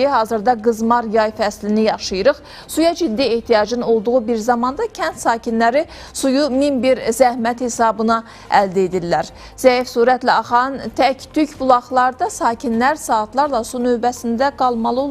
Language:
Azerbaijani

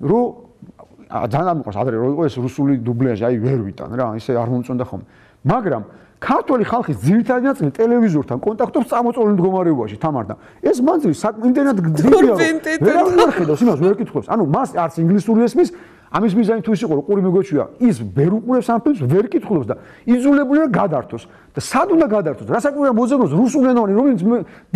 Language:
Georgian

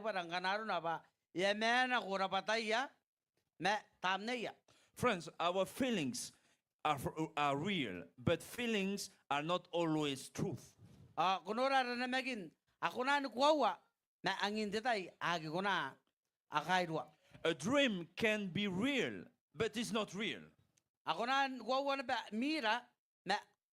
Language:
Gilbertese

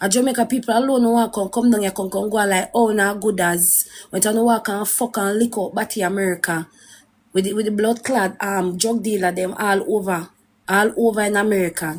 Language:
Jamaican Creole English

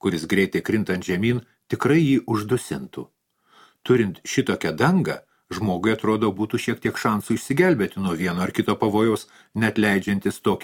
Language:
Lithuanian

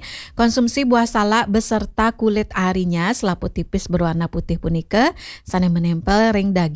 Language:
Balinese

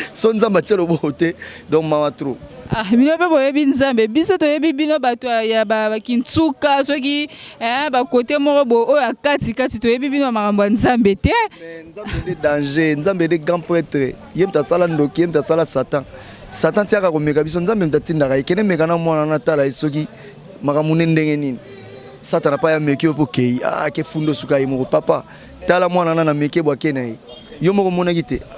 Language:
Lingala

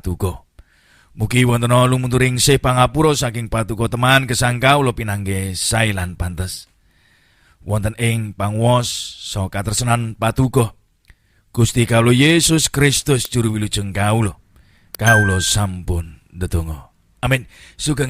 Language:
Javanese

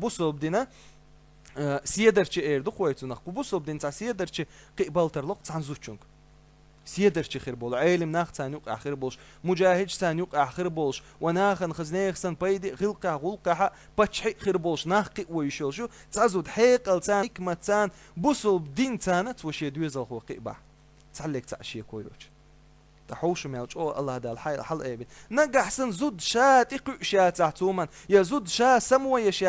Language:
Chechen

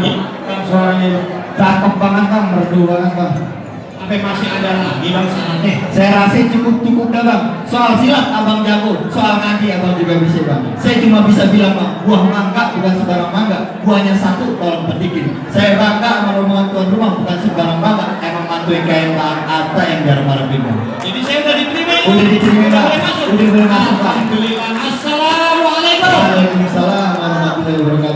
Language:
Betawi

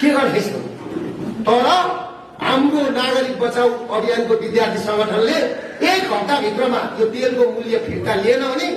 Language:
Nepali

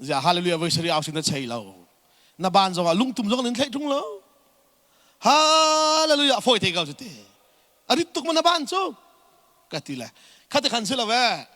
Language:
Hakha Chin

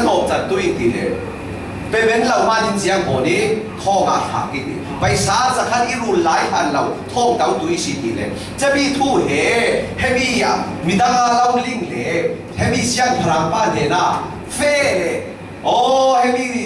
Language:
Falam Chin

